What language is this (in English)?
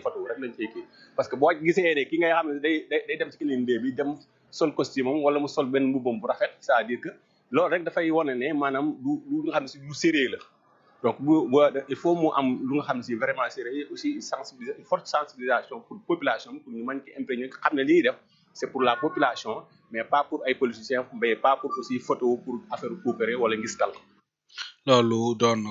Wolof